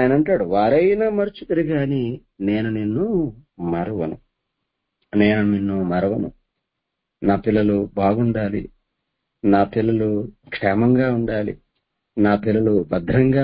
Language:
Telugu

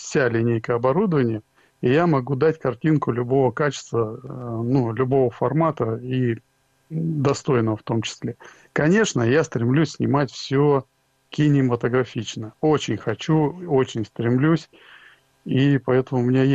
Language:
Russian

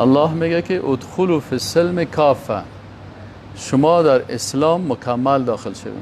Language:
Persian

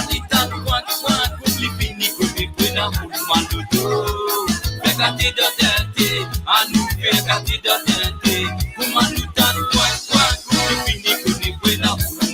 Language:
Morisyen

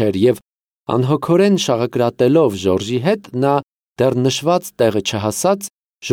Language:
Armenian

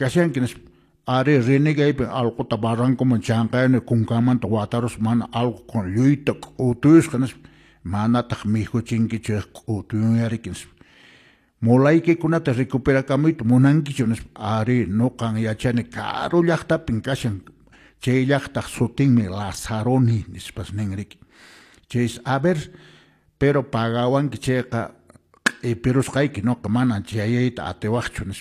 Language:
Quechua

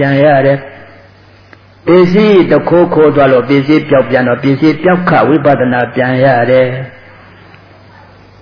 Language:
Burmese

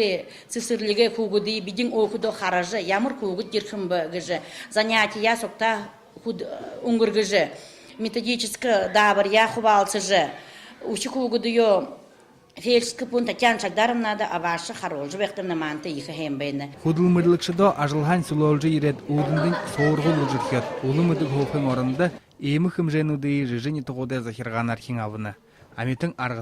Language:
Buriat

